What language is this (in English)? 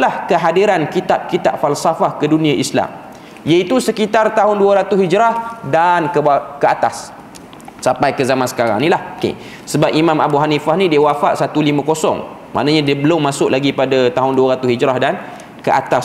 Malay